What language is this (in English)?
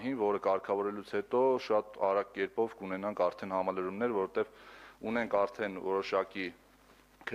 Armenian